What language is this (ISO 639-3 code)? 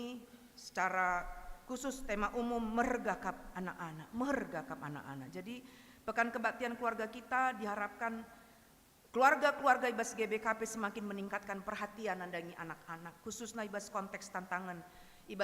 btx